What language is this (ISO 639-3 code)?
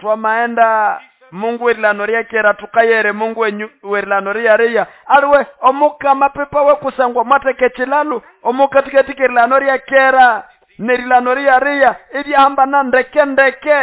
nnb